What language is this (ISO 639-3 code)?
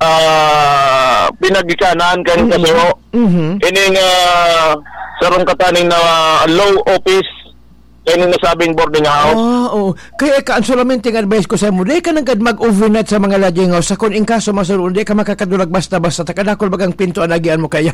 bik